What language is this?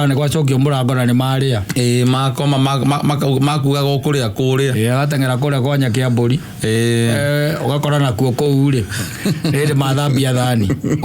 Kikuyu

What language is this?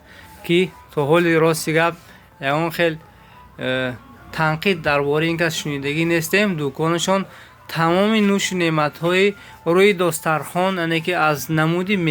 Tajik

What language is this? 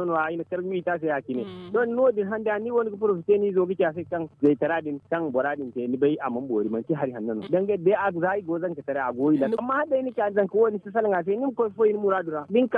Zarma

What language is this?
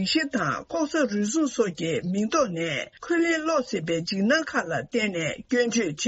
Tibetan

